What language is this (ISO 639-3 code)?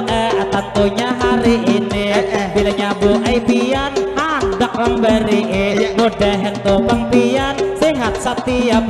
bjn